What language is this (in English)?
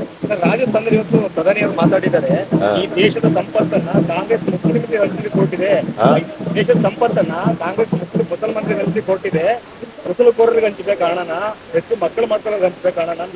Kannada